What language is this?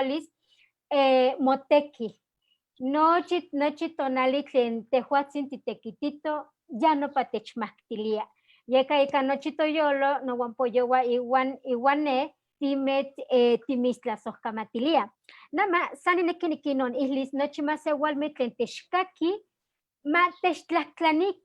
Eastern Huasteca Nahuatl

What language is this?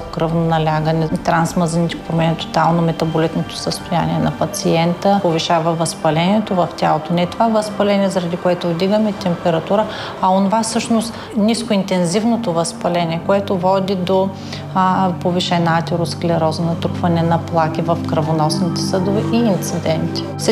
Bulgarian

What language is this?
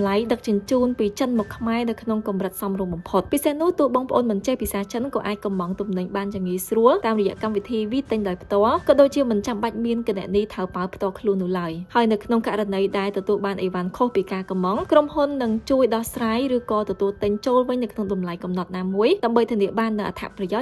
Khmer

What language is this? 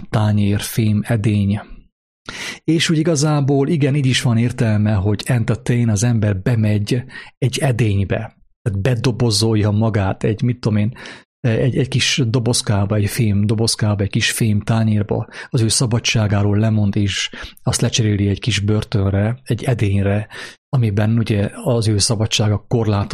Hungarian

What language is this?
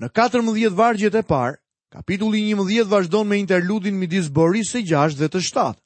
Albanian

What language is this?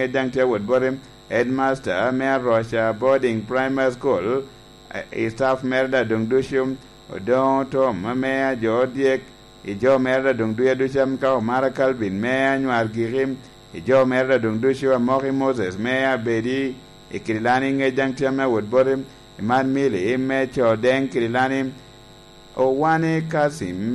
Lango (Uganda)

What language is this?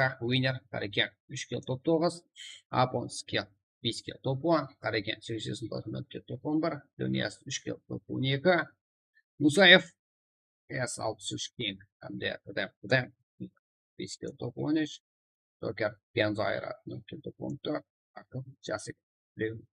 Kara-Kalpak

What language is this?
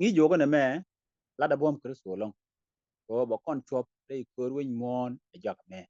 Nuer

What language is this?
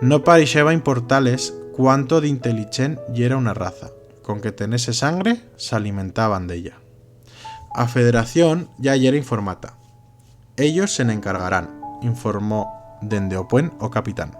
Aragonese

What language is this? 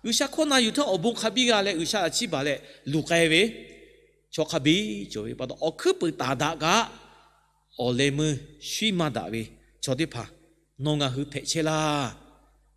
Lahu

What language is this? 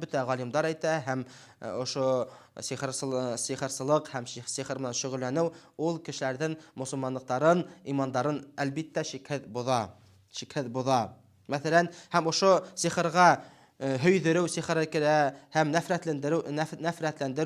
Bashkir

